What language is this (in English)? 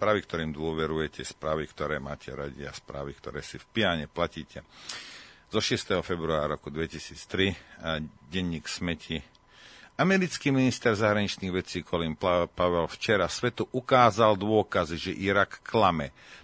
Slovak